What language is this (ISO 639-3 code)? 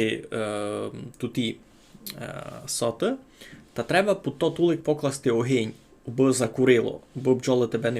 rue